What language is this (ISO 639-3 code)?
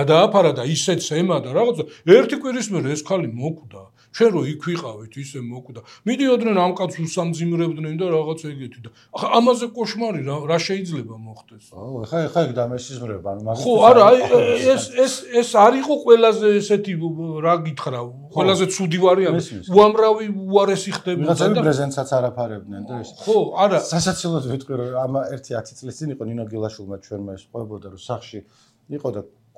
kat